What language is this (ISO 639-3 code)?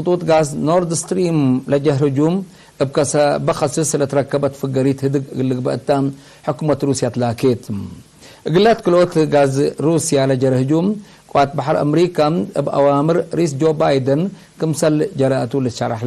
tig